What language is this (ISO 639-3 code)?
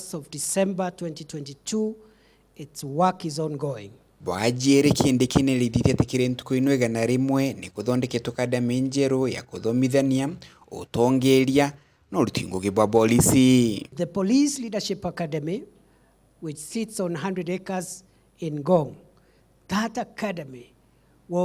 mer